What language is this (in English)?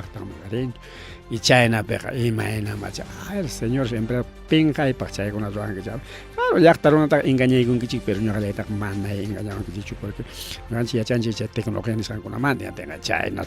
Ayacucho Quechua